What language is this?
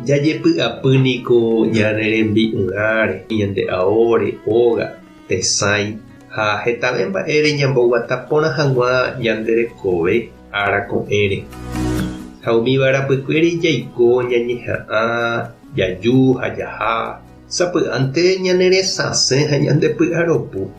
Guarani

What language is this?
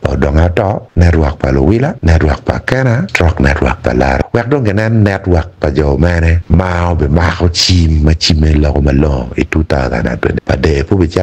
Acoli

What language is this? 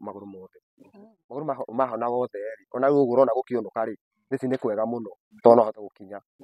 Kikuyu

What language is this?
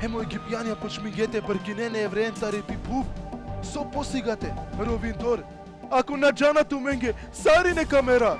Balkan Romani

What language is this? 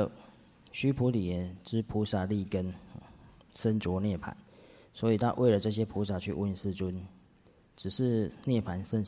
Chinese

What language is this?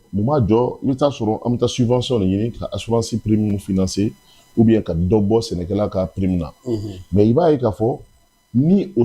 Bambara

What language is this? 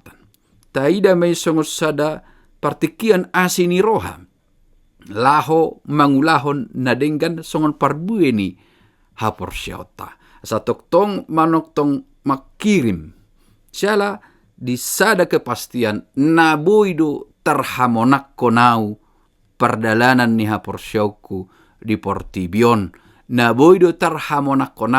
Batak Toba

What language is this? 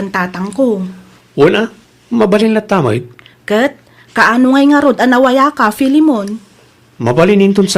Iloko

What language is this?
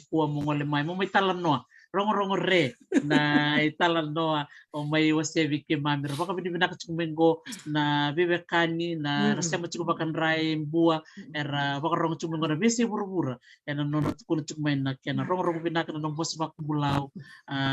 Fijian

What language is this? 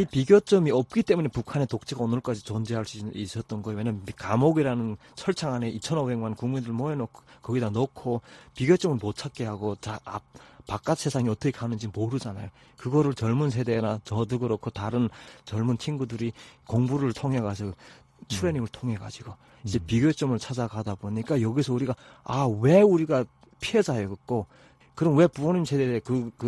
Korean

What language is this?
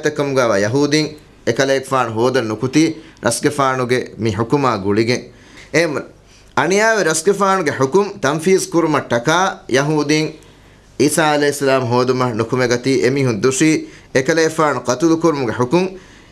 Divehi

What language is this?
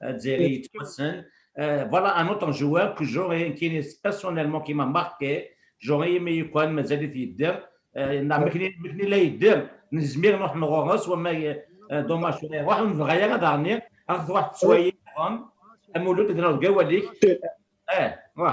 Kabyle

